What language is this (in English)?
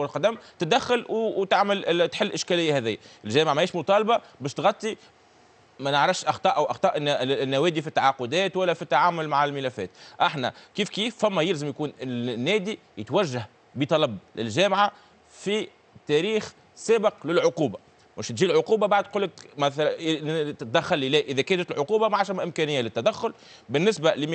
Tunisian Arabic